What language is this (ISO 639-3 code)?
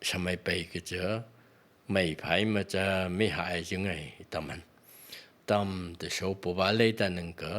nph